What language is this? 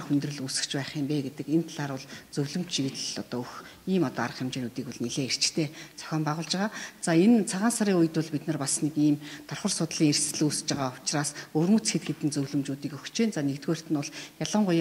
Mongolian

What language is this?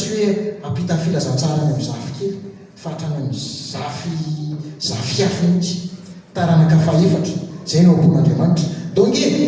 Malagasy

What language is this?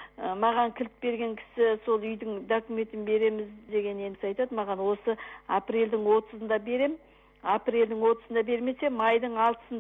Kazakh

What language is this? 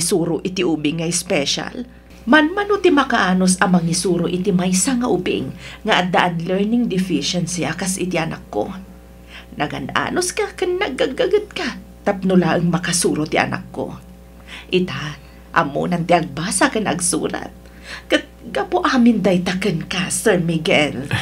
Iloko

